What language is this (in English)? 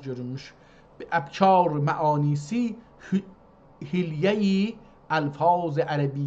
South Azerbaijani